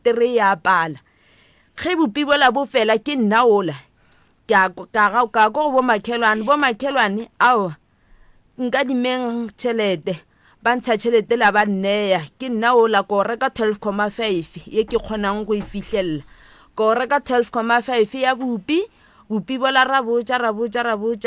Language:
Northern Sotho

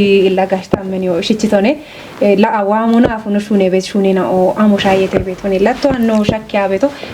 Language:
Kafa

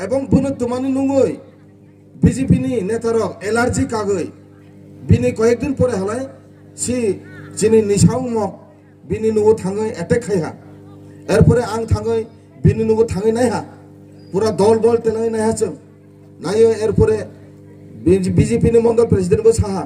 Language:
Kok Borok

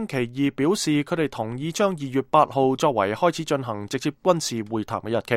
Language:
Cantonese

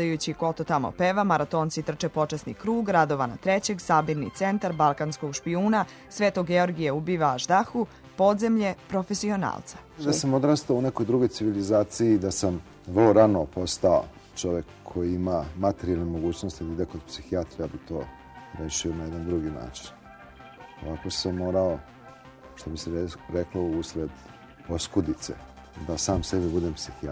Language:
Serbian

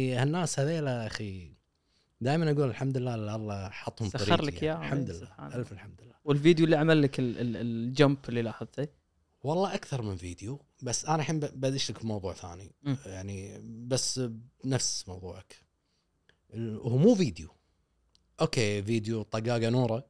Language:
Gulf Arabic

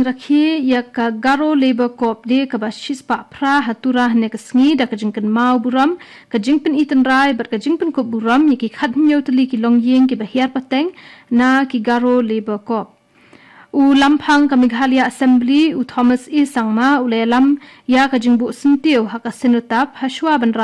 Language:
Khasi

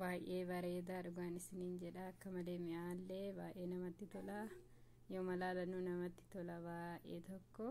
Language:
Oromo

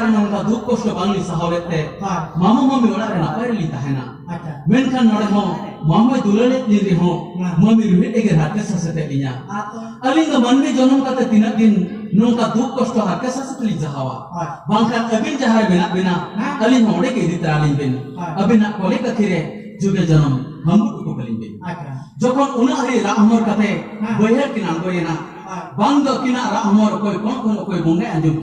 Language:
Santali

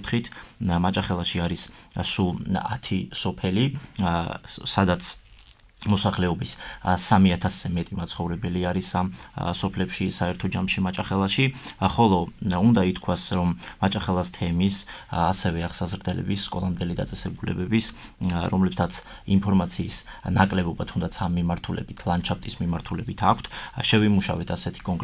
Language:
Georgian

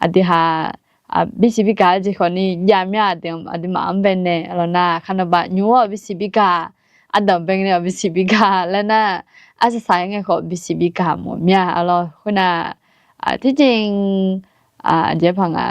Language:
Akha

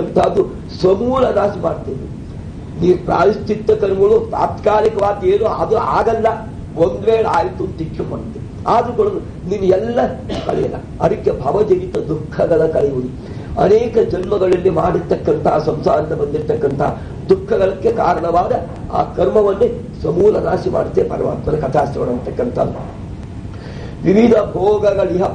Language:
Kannada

